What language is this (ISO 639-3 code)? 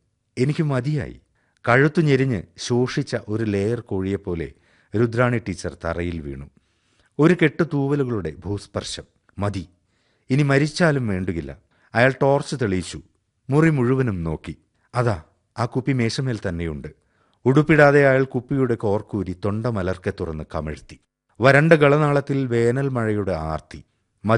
mal